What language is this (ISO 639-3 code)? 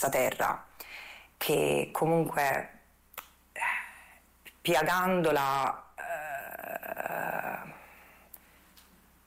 ita